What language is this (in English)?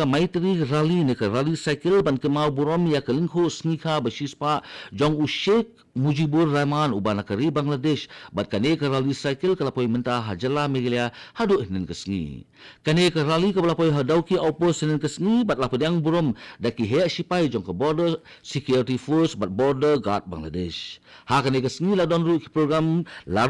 Khasi